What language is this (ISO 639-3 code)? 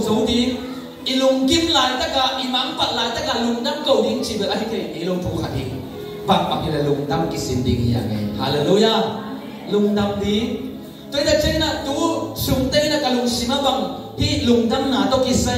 ctd